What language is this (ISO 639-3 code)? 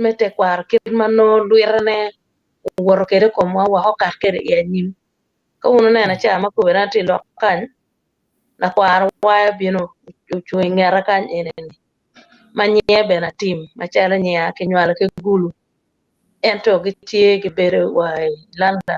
ach